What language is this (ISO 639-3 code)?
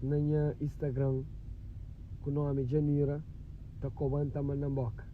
kea